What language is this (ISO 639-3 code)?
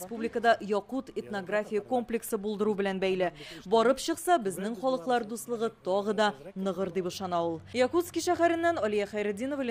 tat